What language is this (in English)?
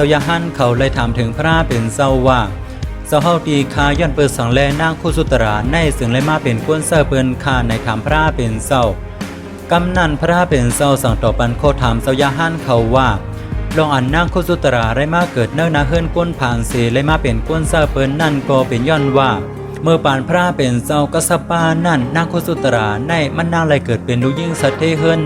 Shan